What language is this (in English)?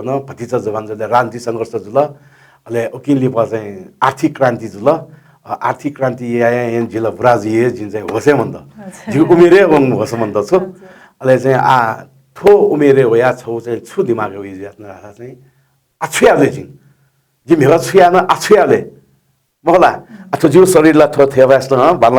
Newari